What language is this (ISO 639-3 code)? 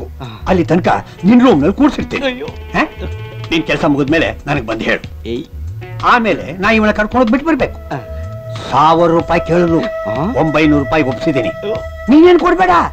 kan